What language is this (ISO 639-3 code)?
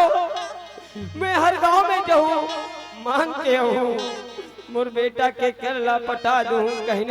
hne